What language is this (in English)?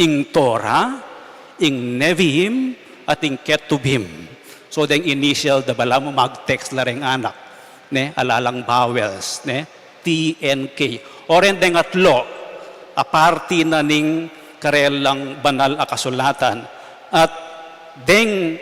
Pampanga